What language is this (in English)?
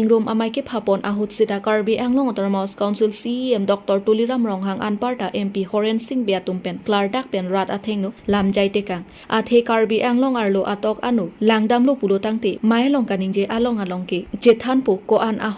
Karbi